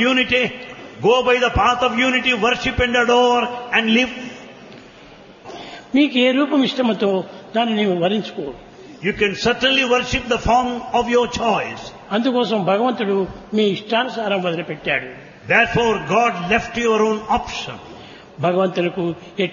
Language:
Telugu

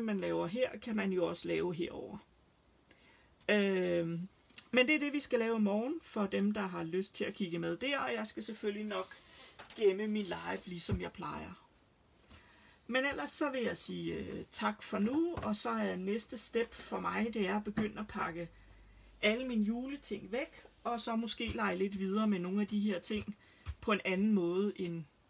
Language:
Danish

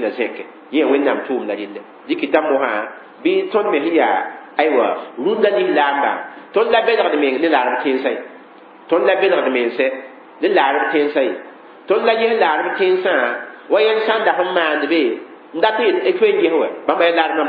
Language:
Mossi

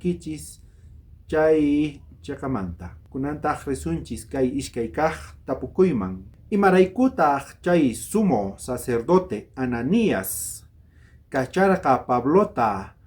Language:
South Bolivian Quechua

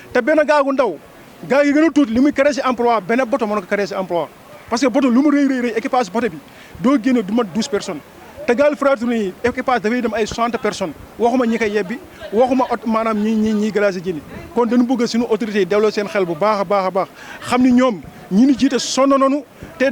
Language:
Wolof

